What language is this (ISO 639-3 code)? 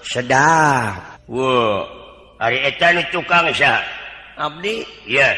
sun